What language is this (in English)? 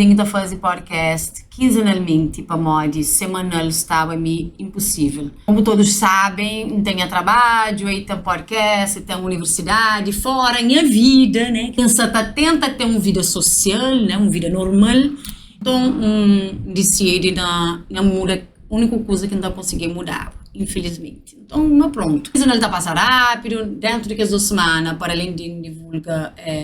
Kabuverdianu